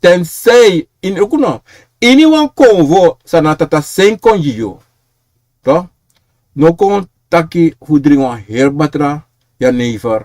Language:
Sranan Tongo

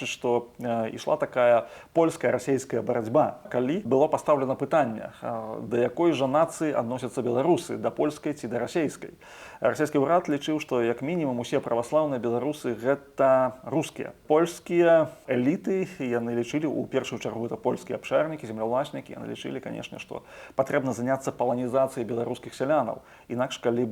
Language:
Belarusian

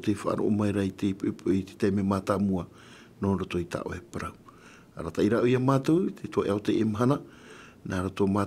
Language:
Tahitian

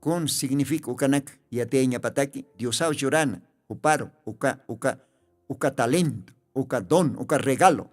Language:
Aymara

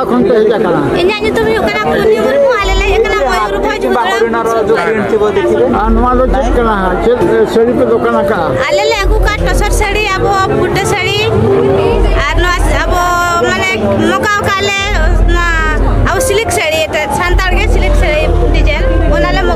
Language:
Santali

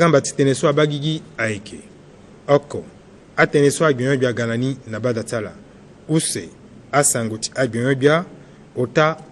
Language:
Sango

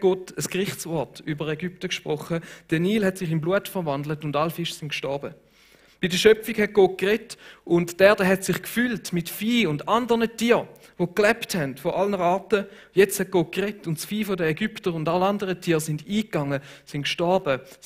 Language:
Swiss German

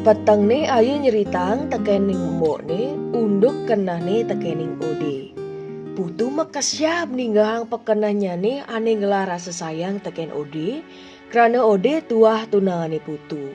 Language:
Balinese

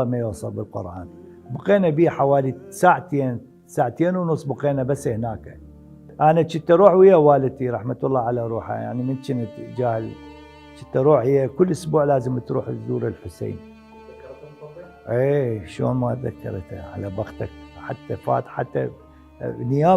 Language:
Mesopotamian Arabic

